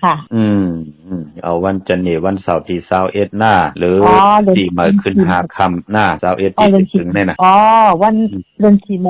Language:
Shan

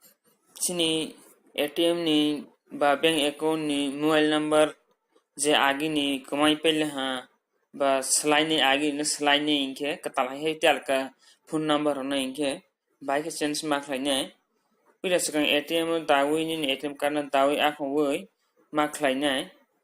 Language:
Kok Borok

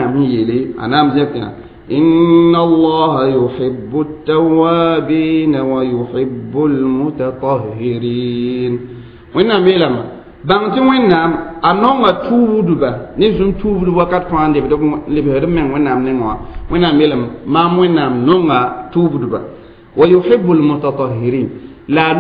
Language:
Mossi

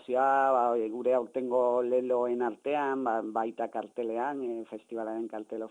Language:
Basque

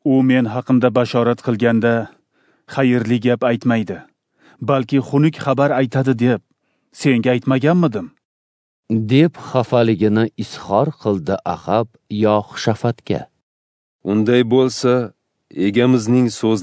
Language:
Uzbek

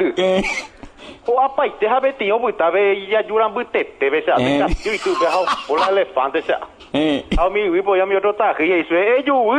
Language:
Guarani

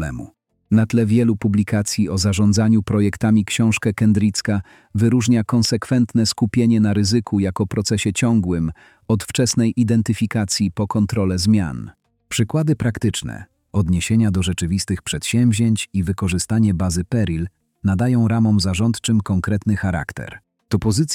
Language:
Polish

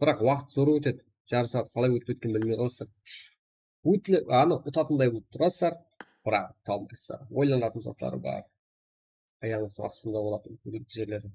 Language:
Kara-Kalpak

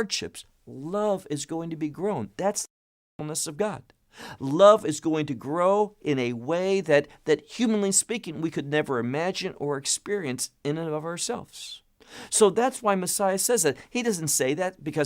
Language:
English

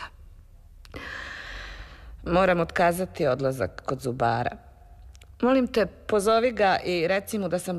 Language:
Serbian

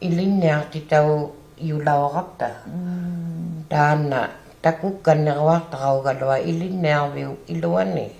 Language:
Inuktitut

